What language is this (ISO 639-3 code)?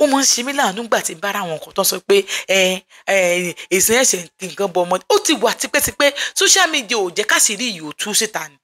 yor